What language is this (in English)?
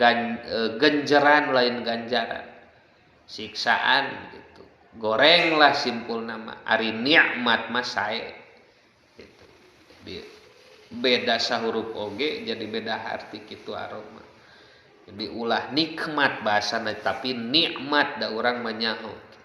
Sundanese